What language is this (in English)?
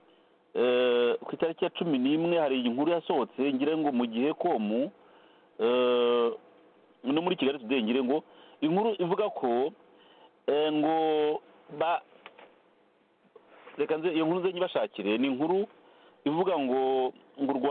Kinyarwanda